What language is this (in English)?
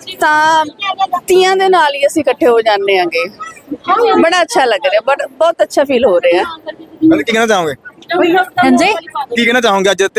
Punjabi